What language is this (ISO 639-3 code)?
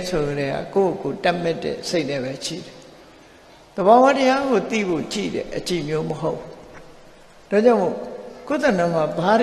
mya